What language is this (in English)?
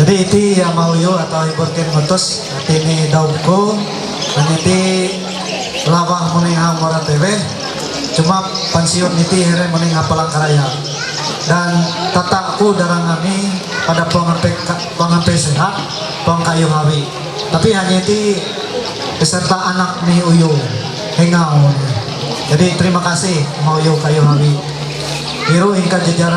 Ma'anyan